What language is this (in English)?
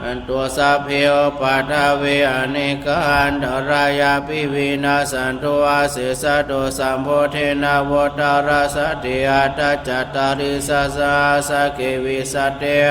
Pali